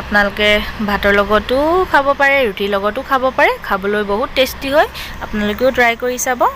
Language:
Assamese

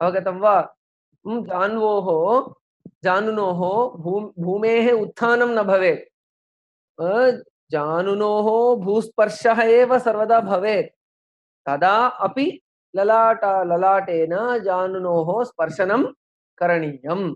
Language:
Sanskrit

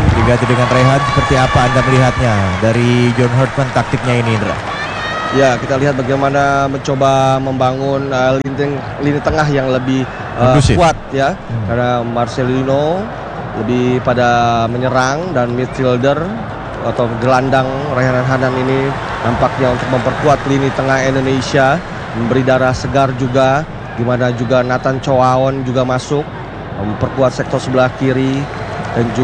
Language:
Indonesian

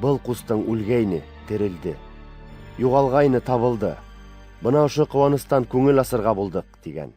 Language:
Bashkir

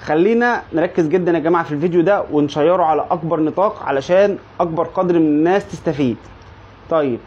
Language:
Egyptian Arabic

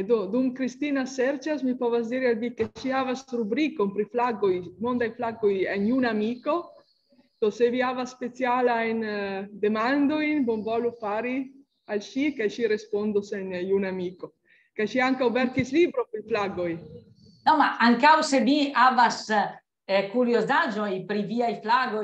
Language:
Esperanto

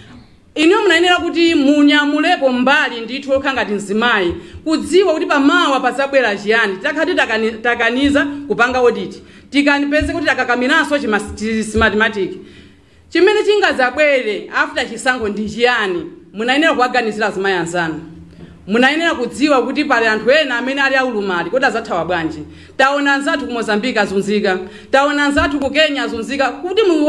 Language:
Nyanja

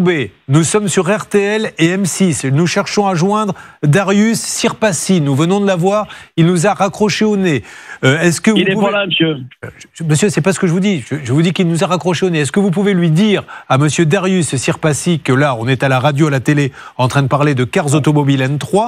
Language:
French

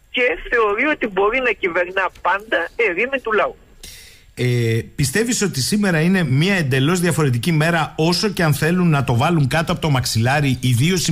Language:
Greek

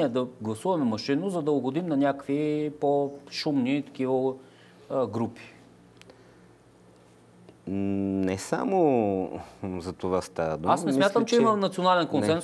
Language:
Bulgarian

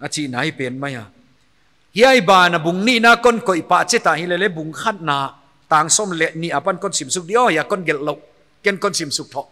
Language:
Paite Chin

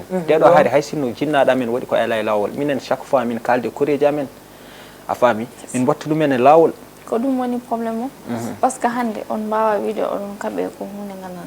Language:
Fula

